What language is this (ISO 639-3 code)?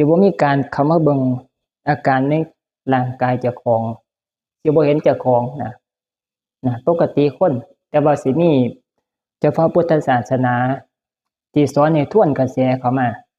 tts